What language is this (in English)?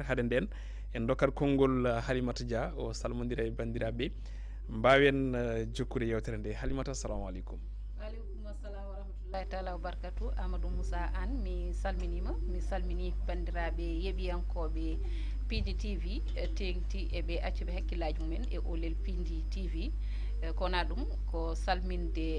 Fula